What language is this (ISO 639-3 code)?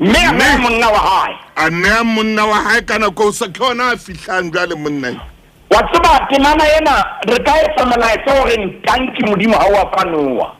sot